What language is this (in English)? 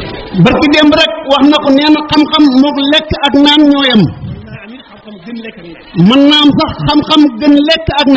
Wolof